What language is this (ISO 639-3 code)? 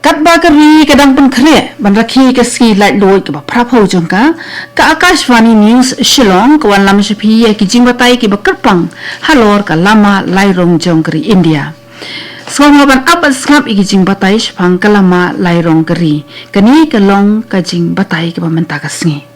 kha